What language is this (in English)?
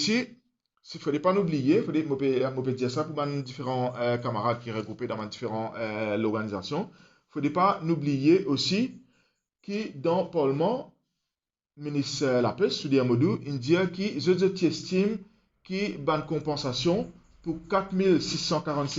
Morisyen